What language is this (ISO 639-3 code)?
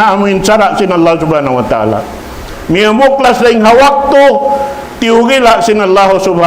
tsg